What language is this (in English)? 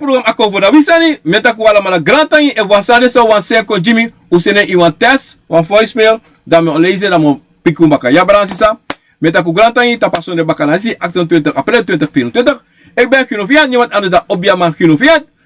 Sranan Tongo